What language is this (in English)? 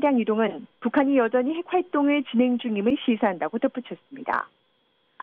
Korean